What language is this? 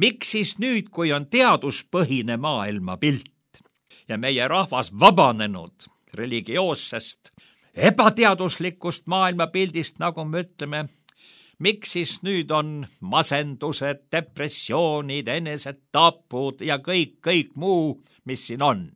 Estonian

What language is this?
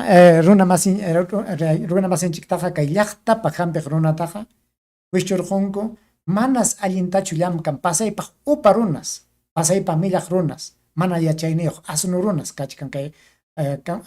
Ayacucho Quechua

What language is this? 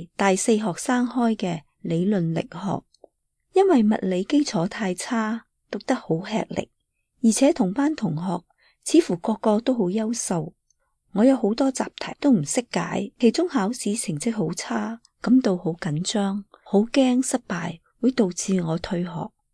Cantonese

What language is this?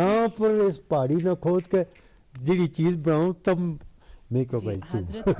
Gujari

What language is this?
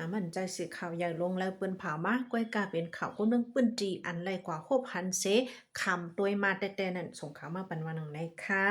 Shan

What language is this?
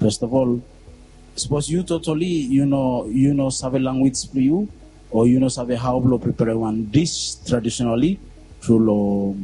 Bislama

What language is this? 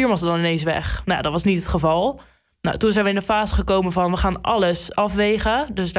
Dutch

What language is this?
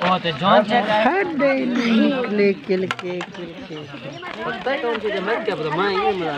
Saraiki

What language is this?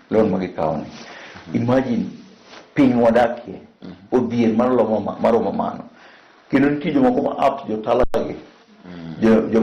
Luo (Kenya and Tanzania)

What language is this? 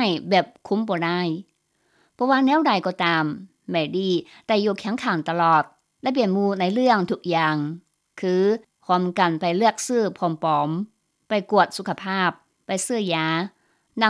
Lao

